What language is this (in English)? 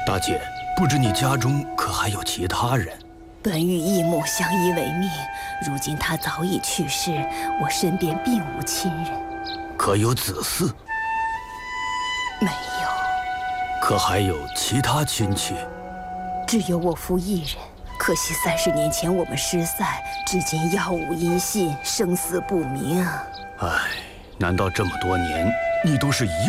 Chinese